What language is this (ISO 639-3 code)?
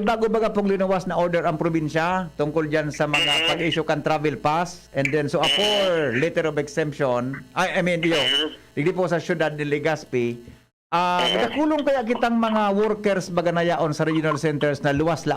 bik